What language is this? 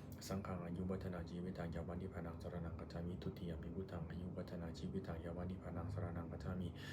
Pali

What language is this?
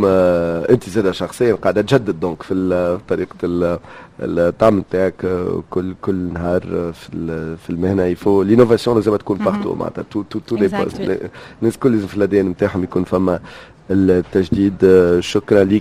Tunisian Arabic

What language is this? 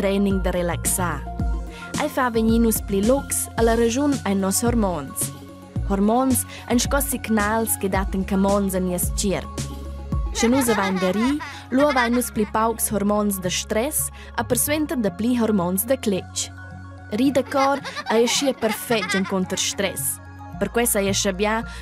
Romansh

